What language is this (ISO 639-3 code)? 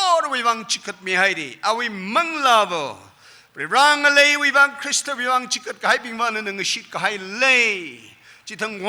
nmf